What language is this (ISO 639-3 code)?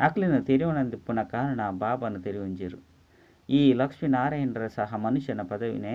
tcy